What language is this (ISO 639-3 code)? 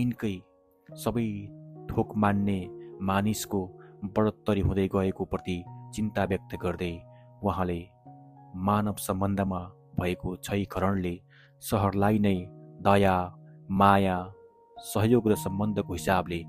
nep